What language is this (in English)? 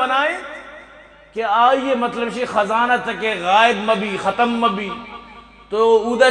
Eastern Balochi